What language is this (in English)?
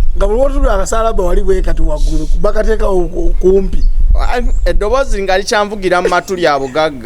Ganda